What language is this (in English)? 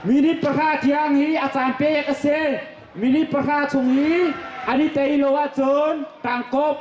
Hakha Chin